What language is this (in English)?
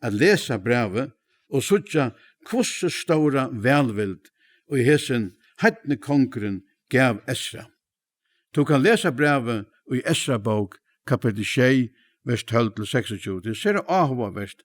Faroese